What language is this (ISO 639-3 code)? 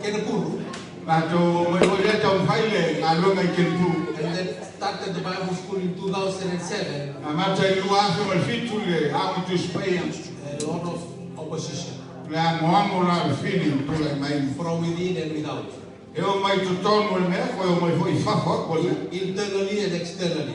smo